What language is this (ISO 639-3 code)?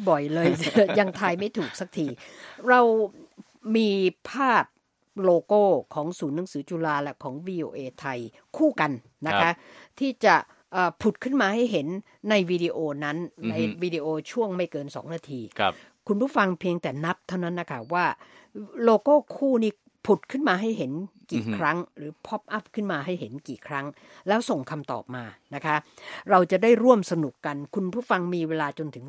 tha